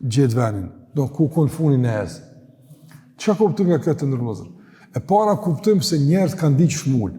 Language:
Albanian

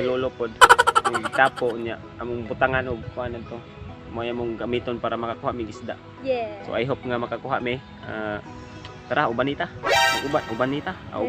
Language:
Cebuano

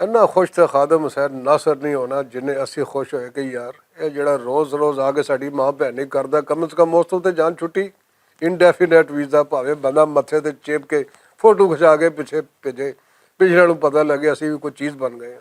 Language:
Western Panjabi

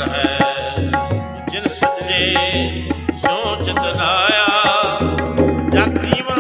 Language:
Punjabi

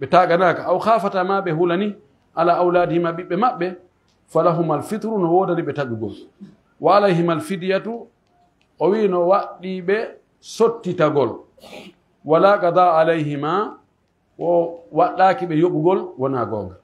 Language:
Pular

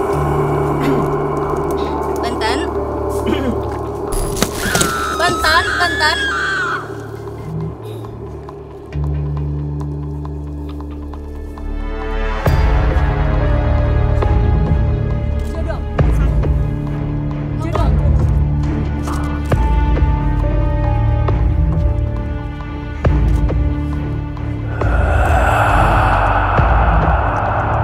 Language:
Vietnamese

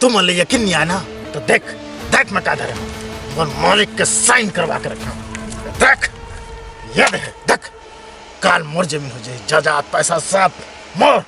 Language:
Chhattisgarhi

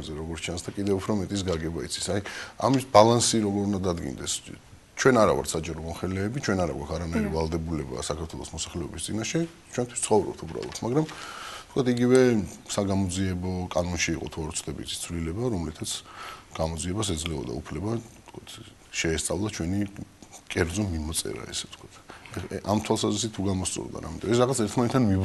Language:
Georgian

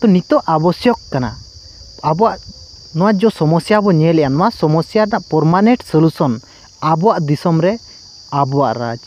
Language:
Santali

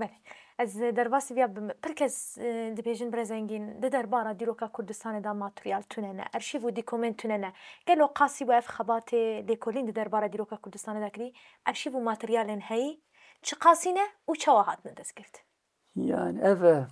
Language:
Kurdish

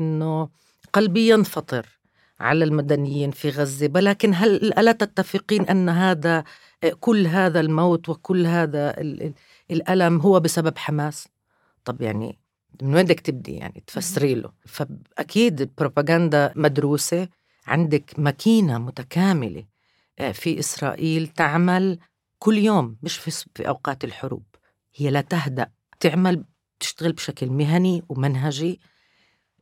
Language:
North Levantine Arabic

